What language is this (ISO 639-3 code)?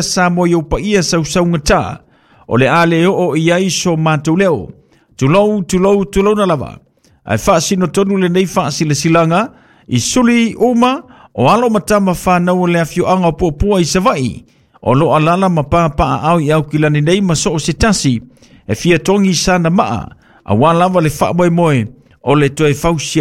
smo